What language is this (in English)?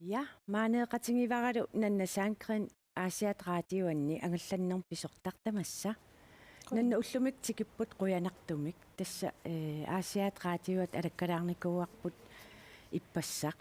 Kalaallisut